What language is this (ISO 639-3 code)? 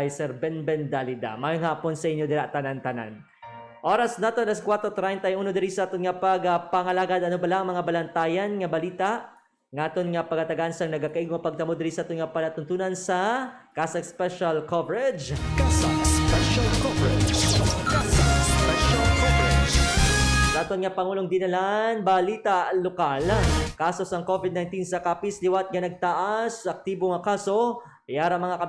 hil